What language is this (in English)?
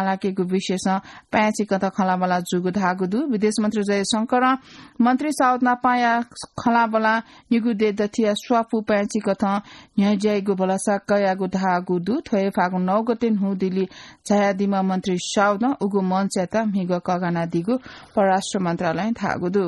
Newari